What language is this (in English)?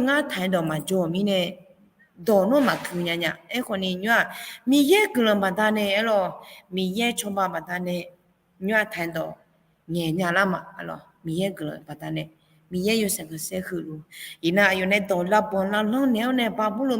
Akha